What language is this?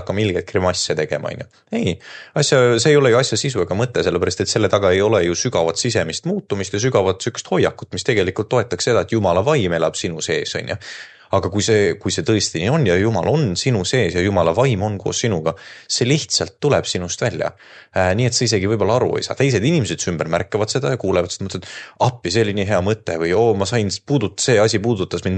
Estonian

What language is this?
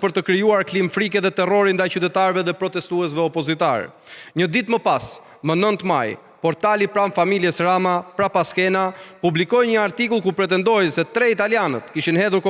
Albanian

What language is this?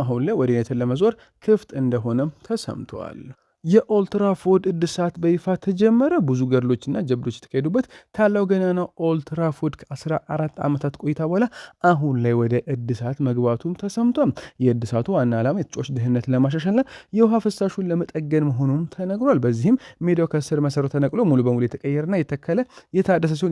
Amharic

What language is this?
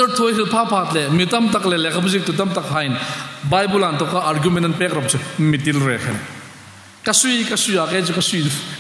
Hmar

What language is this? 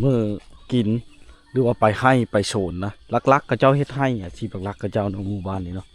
Lao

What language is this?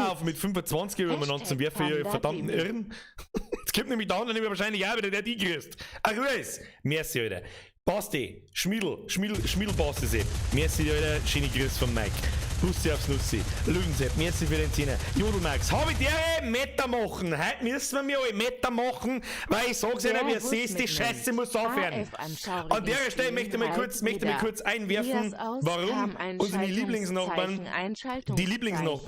Bavarian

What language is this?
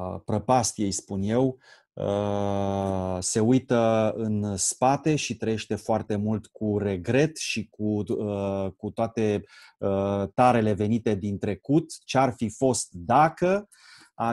Romanian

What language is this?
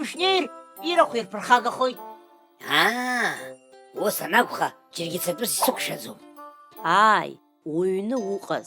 Abkhazian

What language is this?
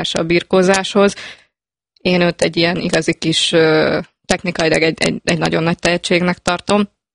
Hungarian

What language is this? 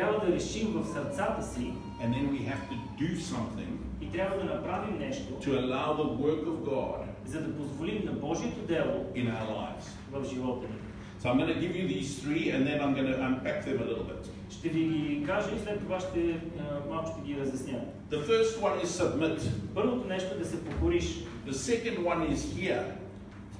Bulgarian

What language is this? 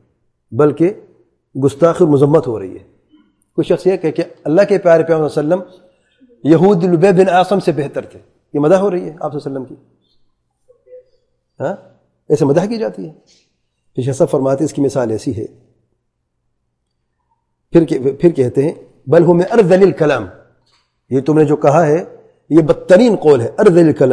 Urdu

